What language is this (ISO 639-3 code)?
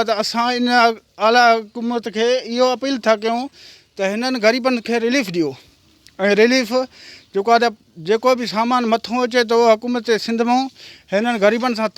snd